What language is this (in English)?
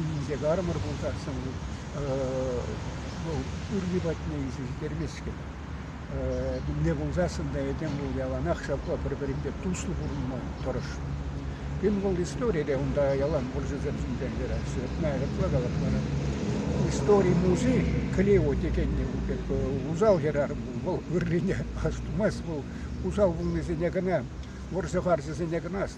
Chuvash